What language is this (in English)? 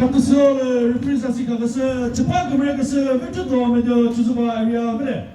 Chokri Naga